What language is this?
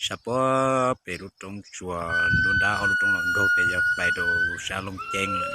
Hmong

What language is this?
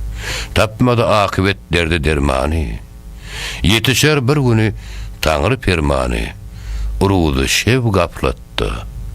Turkmen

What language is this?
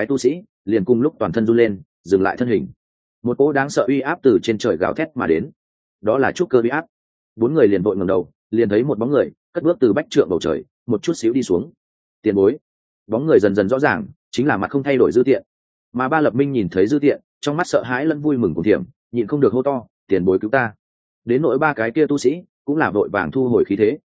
Vietnamese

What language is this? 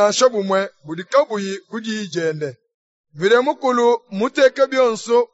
Luba-Lulua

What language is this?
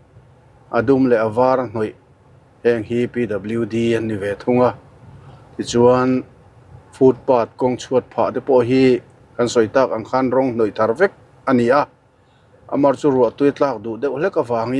Mizo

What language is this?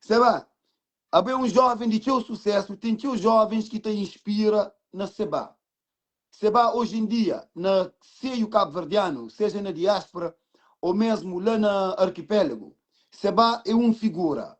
Kabuverdianu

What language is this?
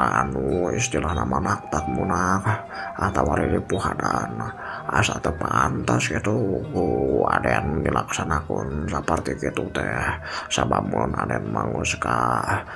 Sundanese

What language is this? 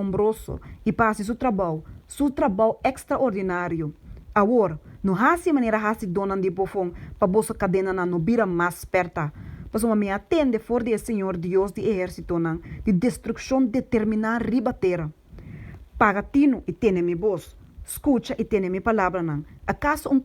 Papiamento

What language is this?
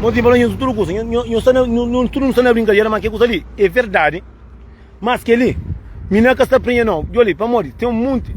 Kabuverdianu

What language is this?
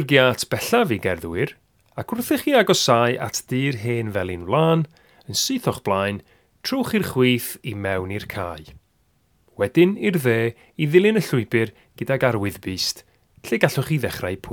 Welsh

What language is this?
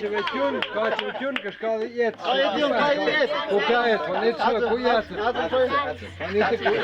Totontepec Mixe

